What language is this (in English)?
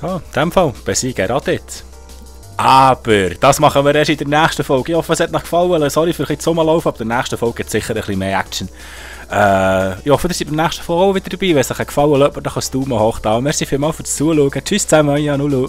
Swiss German